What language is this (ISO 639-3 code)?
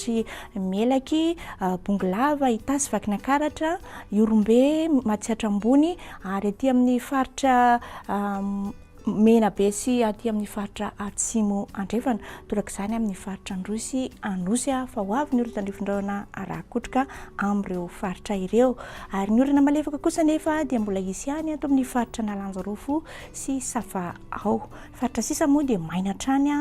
mlg